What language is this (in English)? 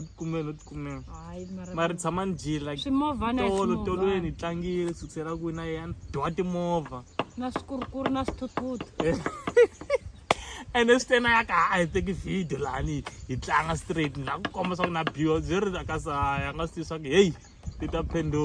Tsonga